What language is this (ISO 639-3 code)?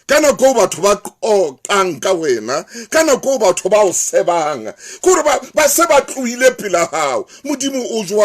sot